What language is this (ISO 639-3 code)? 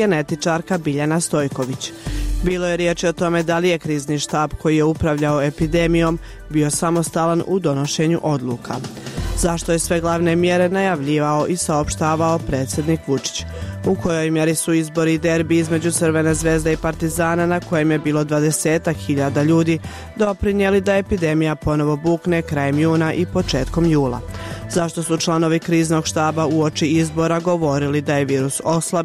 srp